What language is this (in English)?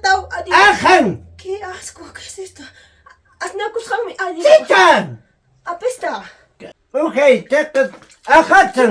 Ayacucho Quechua